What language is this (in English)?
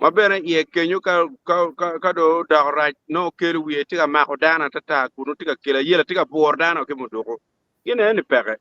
Acoli